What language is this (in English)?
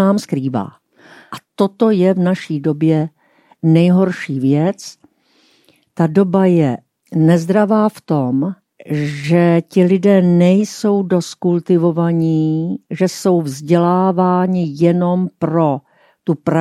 Czech